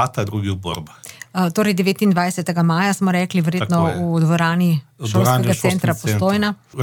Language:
Slovenian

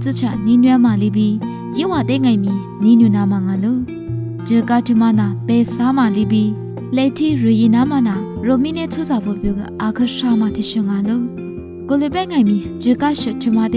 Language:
Lisu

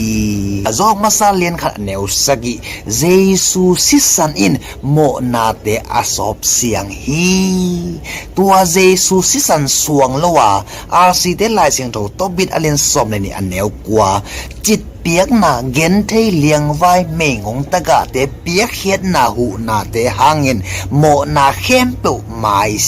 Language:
Tedim Chin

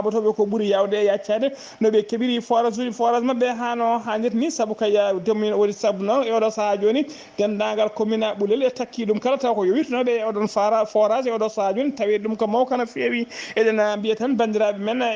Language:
Fula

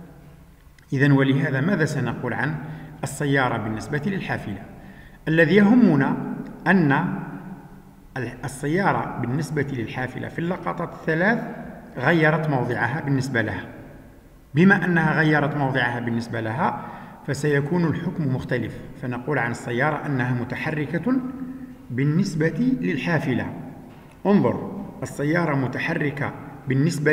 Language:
Algerian Arabic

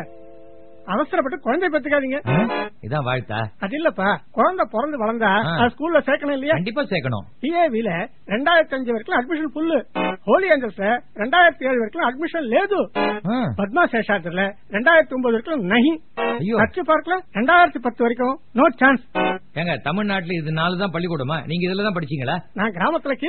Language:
Tamil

